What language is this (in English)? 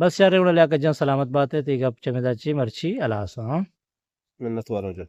Eastern Balochi